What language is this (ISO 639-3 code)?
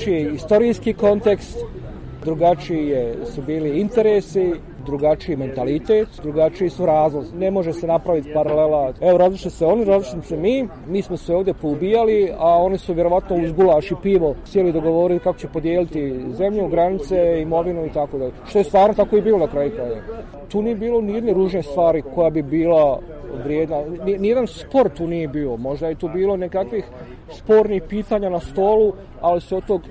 bos